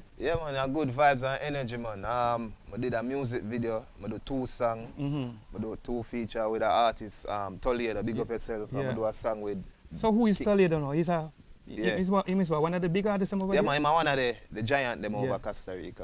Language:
Jamaican Creole English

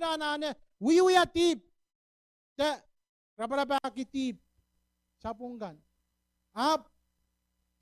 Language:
Pohnpeian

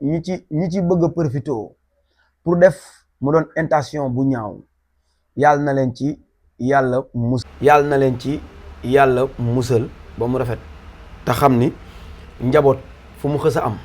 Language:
Wolof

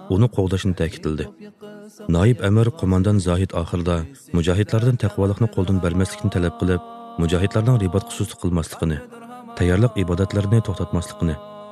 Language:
Uyghur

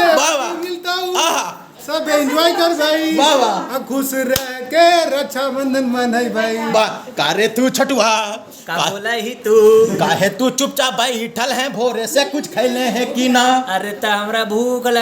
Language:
Magahi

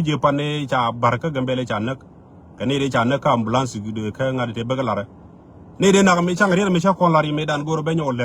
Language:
Nuer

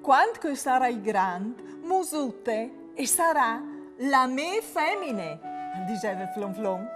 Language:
Friulian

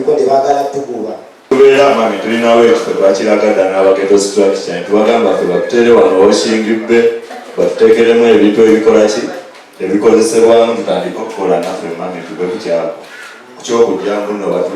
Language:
Ganda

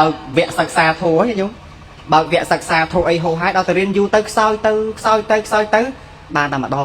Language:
Khmer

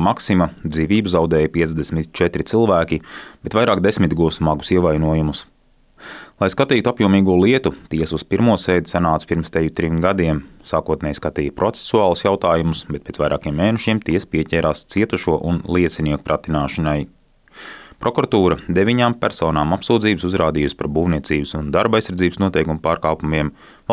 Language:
Latvian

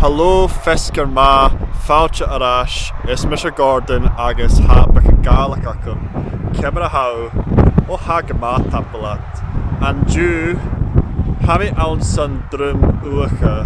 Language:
Scottish Gaelic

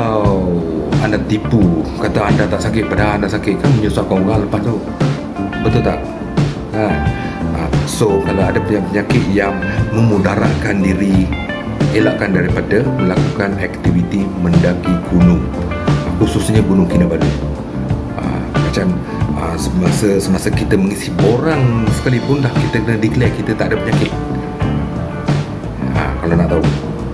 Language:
Malay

